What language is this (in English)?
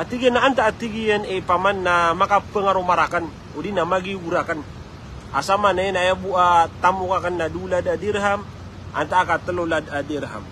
Maranao